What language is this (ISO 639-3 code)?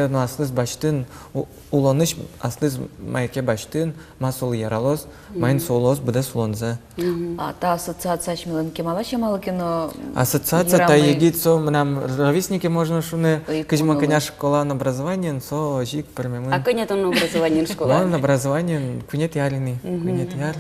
udm